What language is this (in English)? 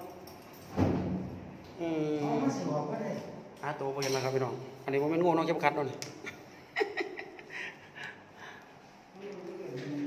Thai